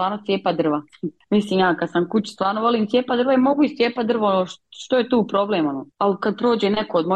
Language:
Croatian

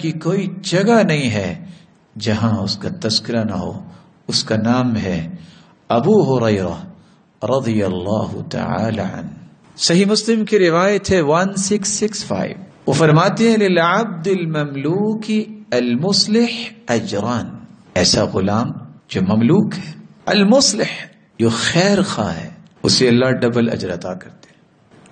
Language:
Urdu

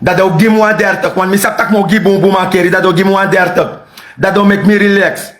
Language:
Sranan Tongo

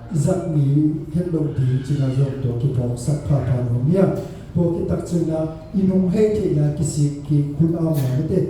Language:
Tedim Chin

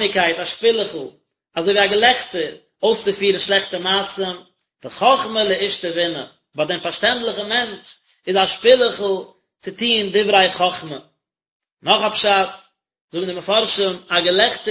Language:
Yiddish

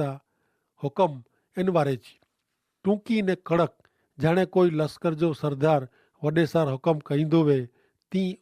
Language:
Kachhi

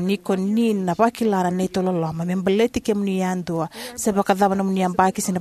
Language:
Fijian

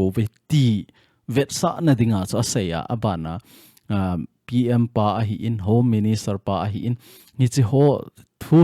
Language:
Thado Chin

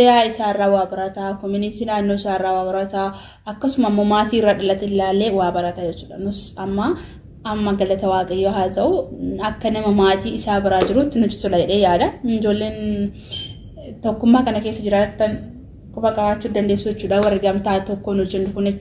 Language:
Oromo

